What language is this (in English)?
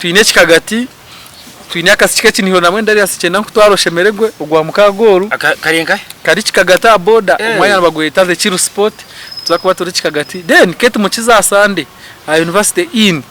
Nyankole